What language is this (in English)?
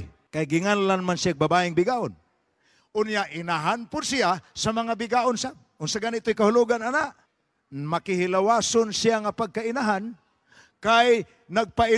Cebuano